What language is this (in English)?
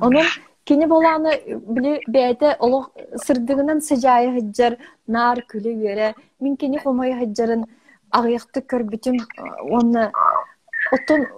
Yakut